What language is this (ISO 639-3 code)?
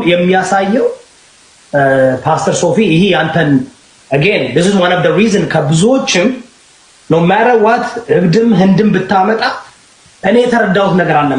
amh